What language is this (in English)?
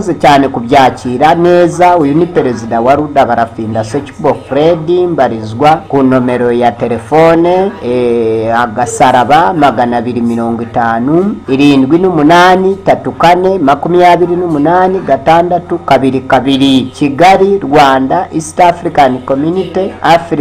Kinyarwanda